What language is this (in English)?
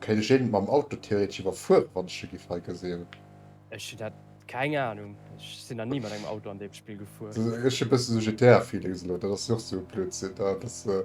Luxembourgish